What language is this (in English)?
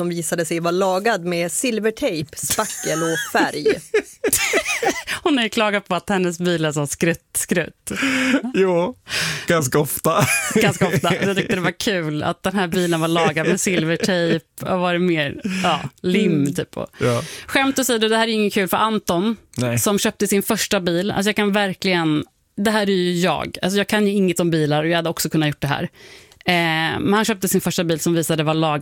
Swedish